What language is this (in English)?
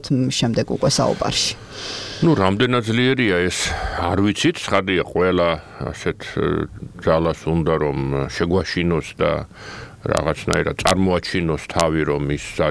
Georgian